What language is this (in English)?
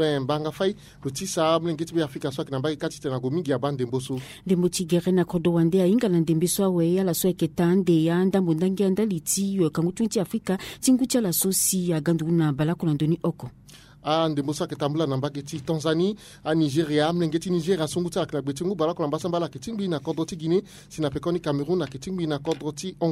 Sango